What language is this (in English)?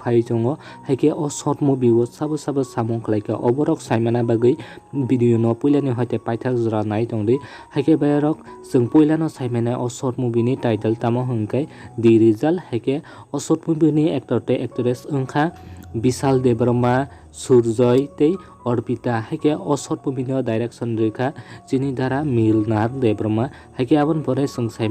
Kok Borok